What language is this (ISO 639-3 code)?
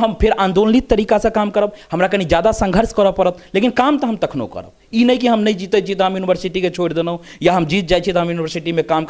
mai